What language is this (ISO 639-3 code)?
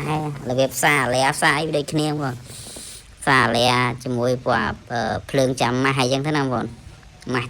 khm